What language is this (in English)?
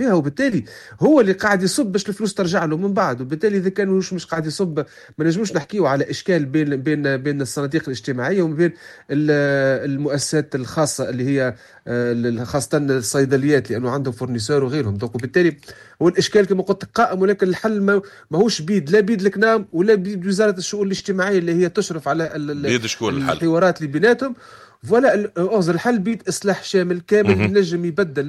Tunisian Arabic